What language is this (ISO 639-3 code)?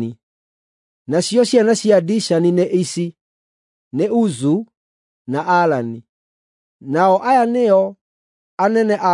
kik